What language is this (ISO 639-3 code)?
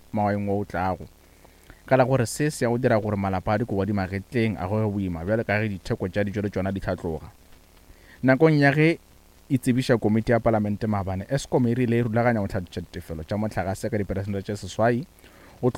nso